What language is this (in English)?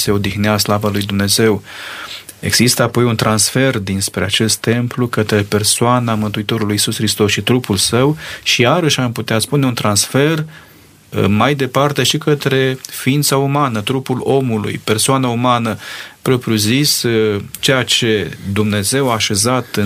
Romanian